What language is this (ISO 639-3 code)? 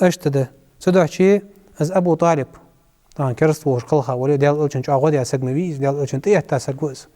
inh